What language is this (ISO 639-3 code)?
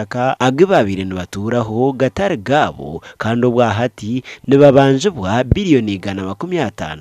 nyn